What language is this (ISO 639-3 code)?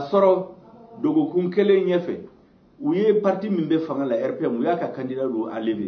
bam